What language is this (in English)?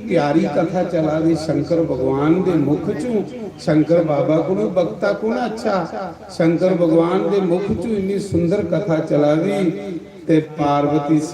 Dogri